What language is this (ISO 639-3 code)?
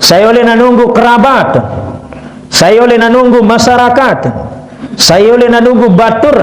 sas